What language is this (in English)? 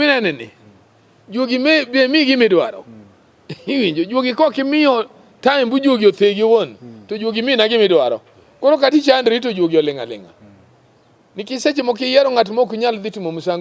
Luo (Kenya and Tanzania)